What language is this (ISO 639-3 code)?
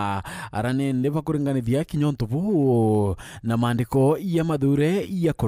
mer